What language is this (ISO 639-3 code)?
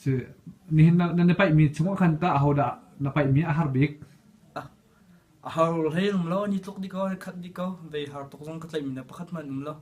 cnh